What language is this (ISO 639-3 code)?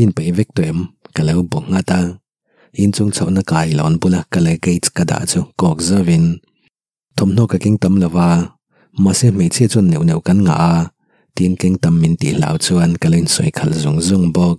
lus